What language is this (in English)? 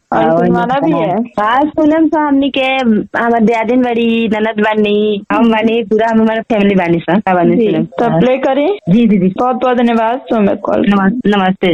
Bhojpuri